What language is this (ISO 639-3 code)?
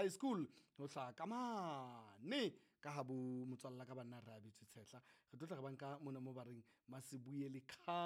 sot